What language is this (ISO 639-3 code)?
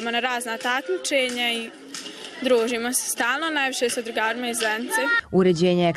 bos